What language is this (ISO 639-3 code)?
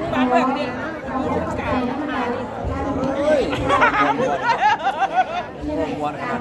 tha